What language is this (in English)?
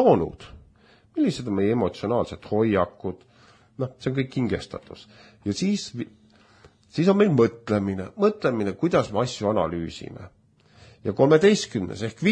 Estonian